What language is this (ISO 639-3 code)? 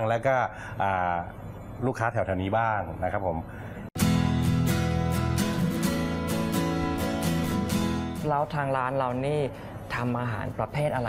tha